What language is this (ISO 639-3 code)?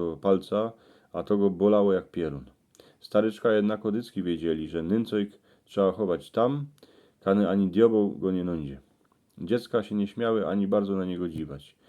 szl